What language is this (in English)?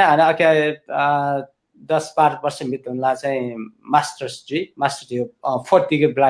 Newari